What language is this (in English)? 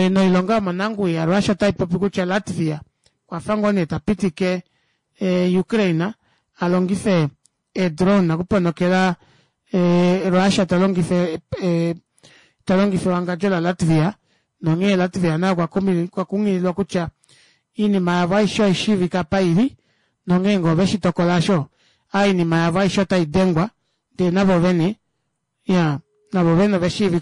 Kuanyama